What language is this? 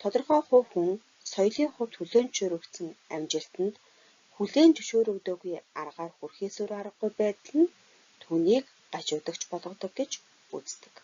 Mongolian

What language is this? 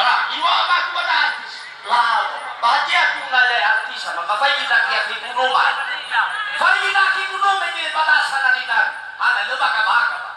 Nias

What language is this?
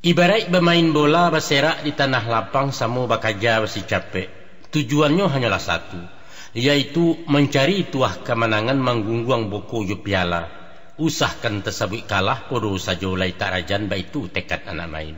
Minangkabau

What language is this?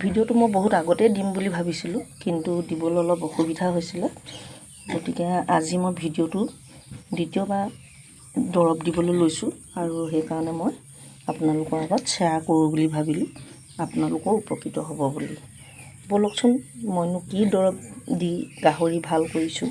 Assamese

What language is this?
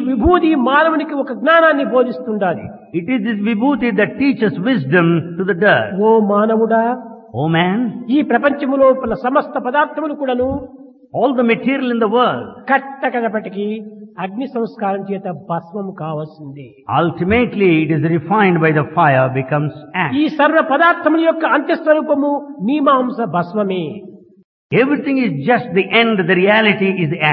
Telugu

